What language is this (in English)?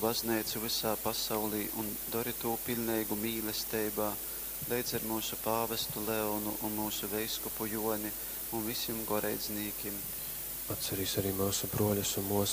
Latgalian